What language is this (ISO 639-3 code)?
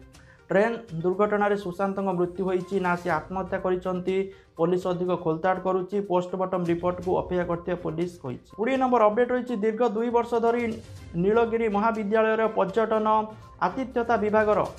ori